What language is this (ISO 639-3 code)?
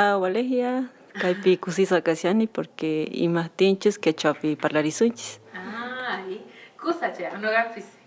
que